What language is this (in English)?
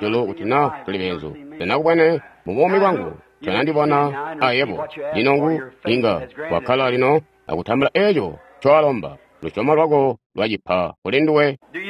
Tonga (Zambia)